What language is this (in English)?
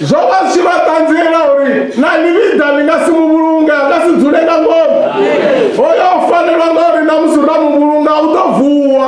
Venda